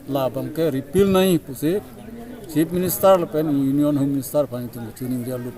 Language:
Karbi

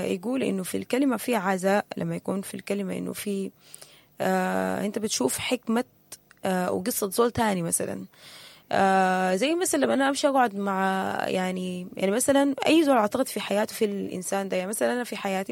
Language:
Sudanese Arabic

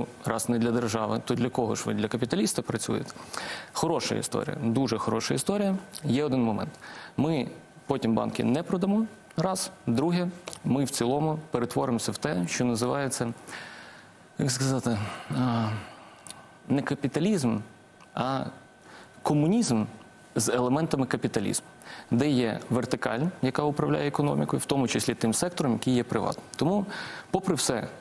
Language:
Ukrainian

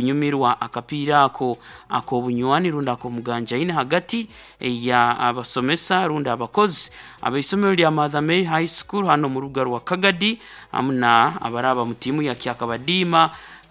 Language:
Nyoro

